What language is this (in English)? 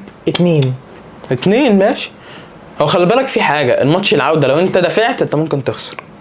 Egyptian Arabic